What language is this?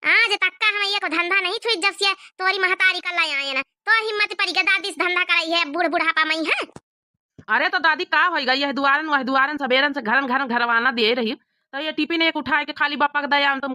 Awadhi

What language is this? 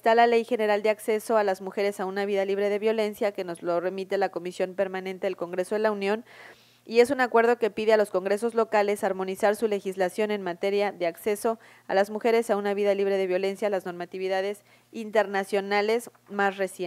Spanish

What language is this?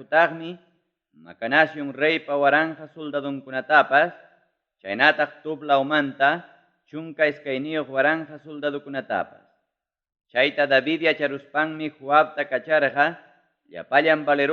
Ayacucho Quechua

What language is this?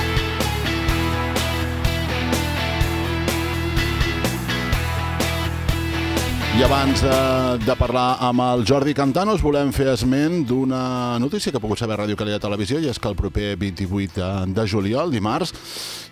Catalan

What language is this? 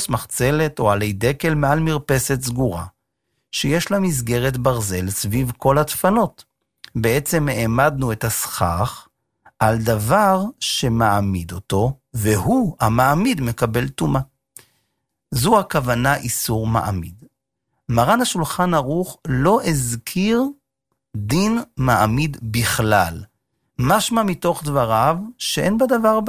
Hebrew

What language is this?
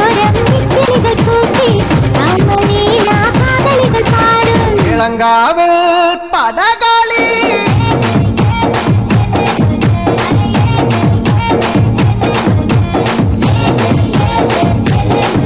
Malayalam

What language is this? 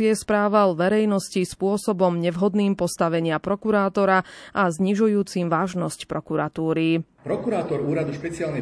Slovak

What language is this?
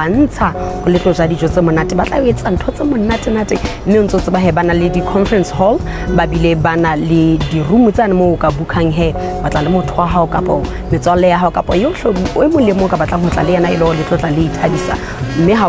Southern Sotho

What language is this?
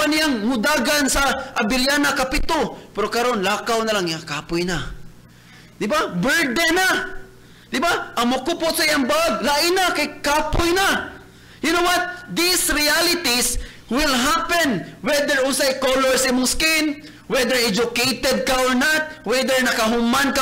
Cebuano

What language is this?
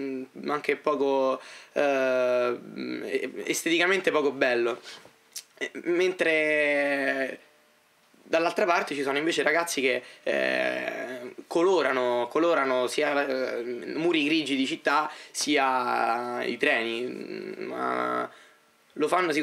Italian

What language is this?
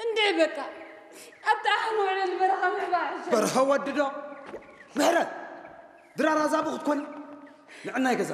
Tigrinya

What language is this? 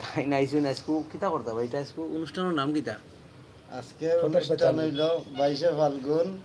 Sylheti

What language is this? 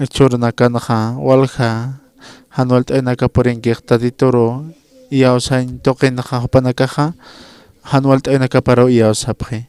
Aymara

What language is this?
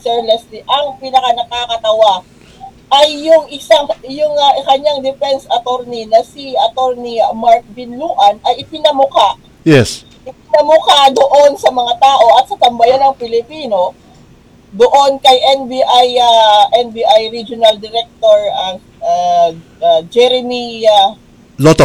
Filipino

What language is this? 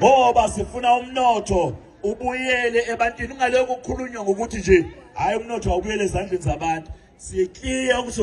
Zulu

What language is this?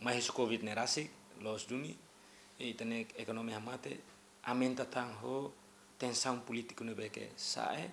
Tetum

